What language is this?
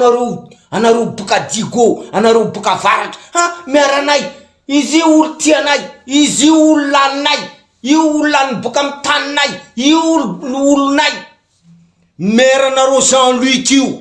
Malagasy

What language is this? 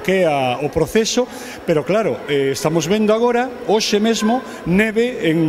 Galician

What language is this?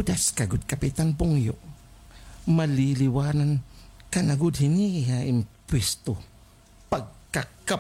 Waray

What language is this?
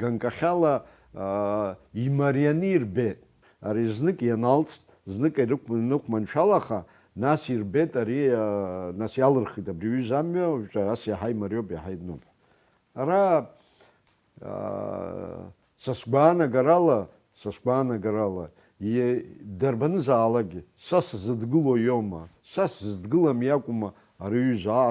Abkhazian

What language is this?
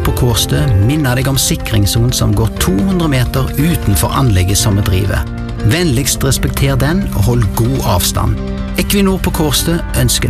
Norwegian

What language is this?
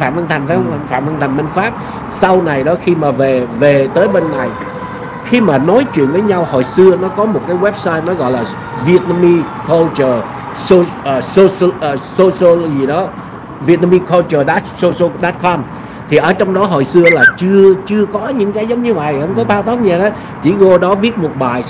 Vietnamese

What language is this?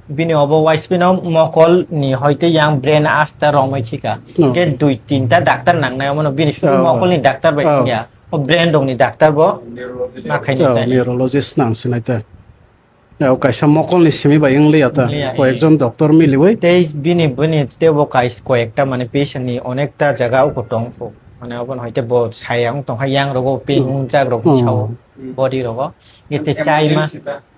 Kok Borok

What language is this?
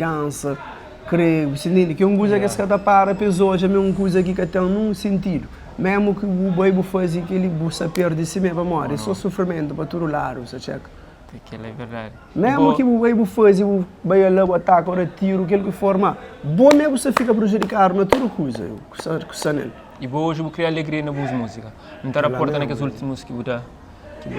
Kabuverdianu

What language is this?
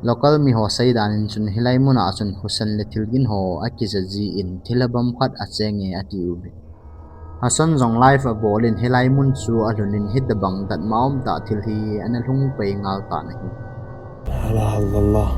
Thado Chin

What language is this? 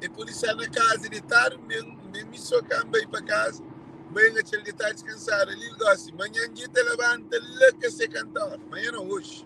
Kabuverdianu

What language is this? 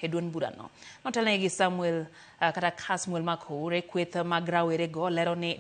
Luo (Kenya and Tanzania)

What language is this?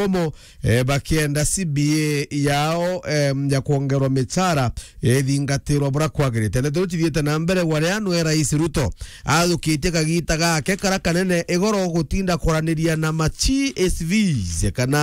Meru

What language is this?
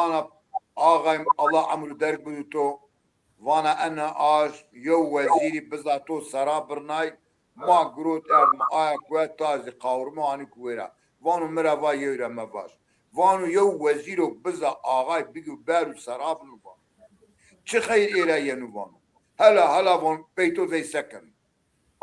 Zaza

